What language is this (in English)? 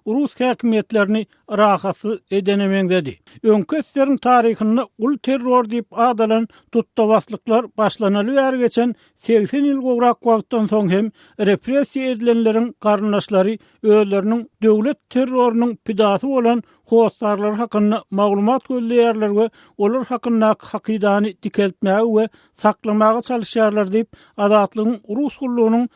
Turkmen